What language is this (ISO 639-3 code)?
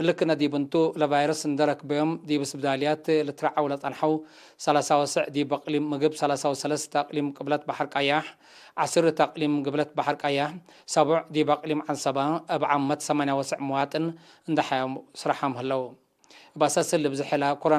tig